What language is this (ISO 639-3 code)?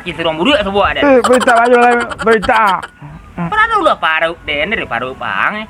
min